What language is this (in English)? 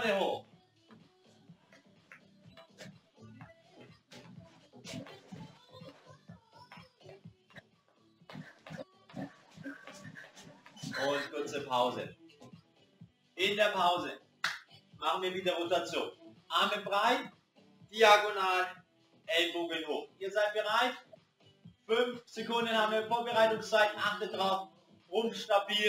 German